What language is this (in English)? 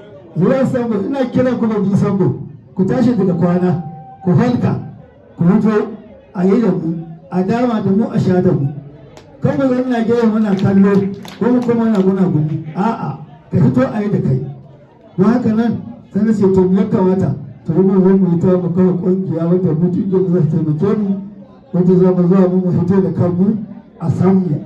Hausa